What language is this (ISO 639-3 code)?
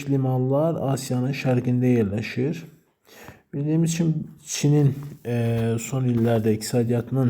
aze